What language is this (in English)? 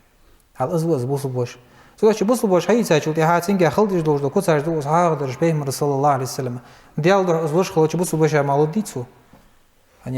Ingush